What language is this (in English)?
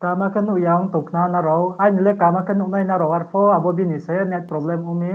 Riang (India)